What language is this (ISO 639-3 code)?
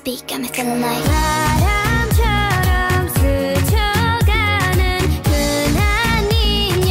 kor